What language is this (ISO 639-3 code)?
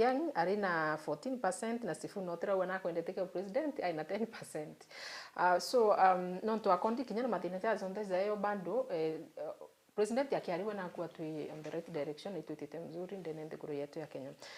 mer